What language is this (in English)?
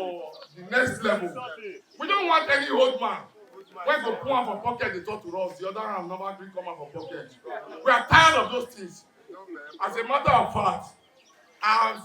Nigerian Pidgin